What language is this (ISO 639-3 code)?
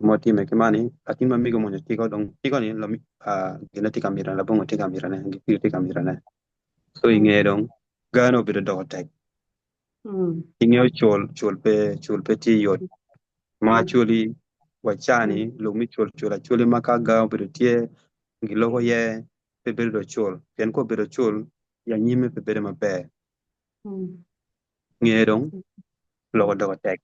ach